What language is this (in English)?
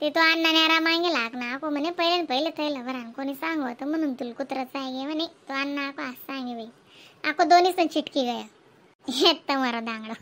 Khandesi